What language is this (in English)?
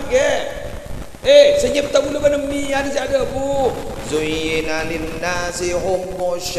Madurese